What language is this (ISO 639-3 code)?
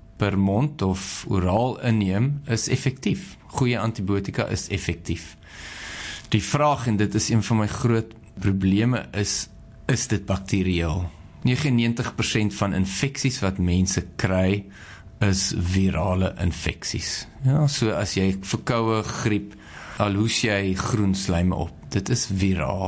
afr